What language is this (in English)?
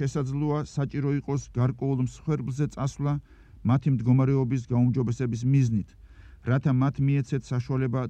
Georgian